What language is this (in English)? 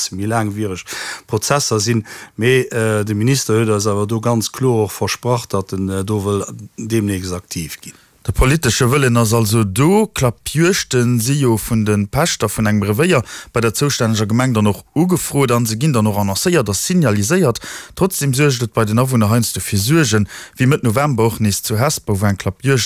Luxembourgish